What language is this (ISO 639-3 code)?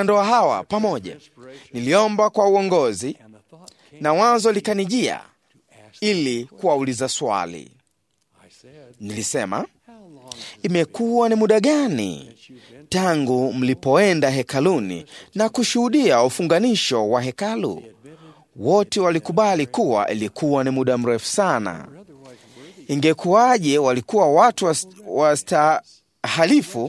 swa